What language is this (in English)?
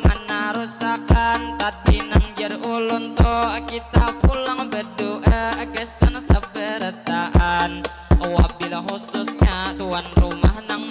Banjar